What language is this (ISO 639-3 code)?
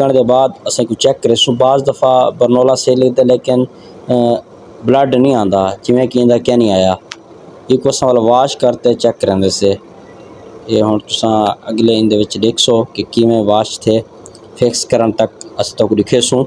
skr